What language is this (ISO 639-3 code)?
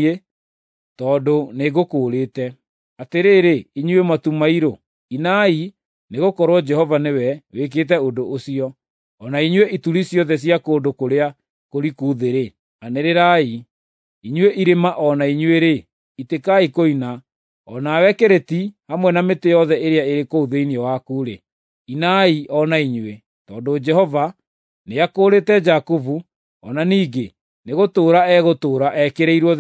kik